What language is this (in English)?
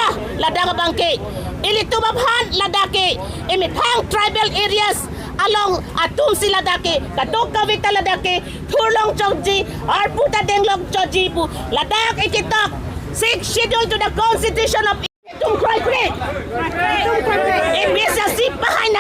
Karbi